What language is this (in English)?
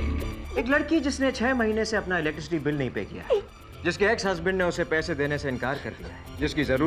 Hindi